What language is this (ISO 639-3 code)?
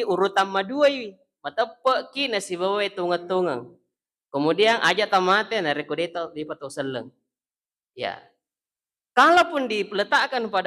bug